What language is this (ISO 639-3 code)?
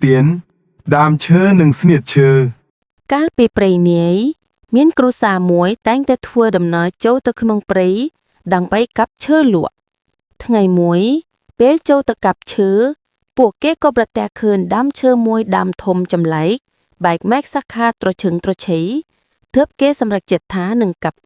khm